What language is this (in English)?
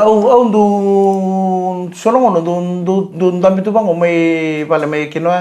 Fijian